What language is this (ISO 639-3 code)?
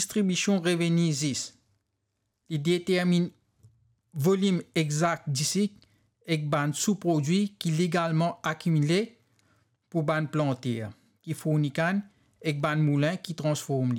mfe